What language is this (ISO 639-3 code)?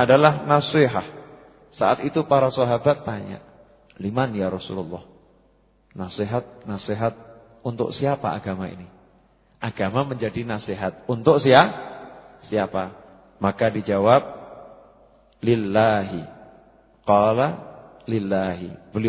ind